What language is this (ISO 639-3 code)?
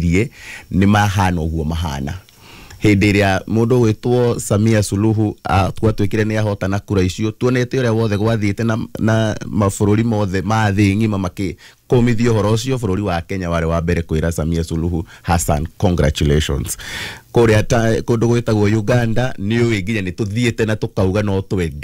kik